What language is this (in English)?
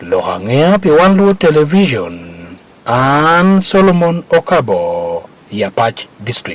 Acoli